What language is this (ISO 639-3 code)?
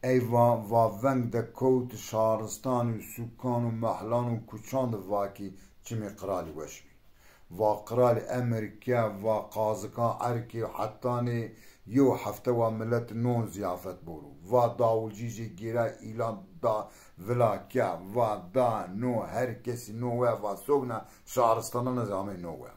zza